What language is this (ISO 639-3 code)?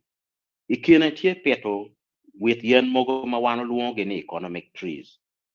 ach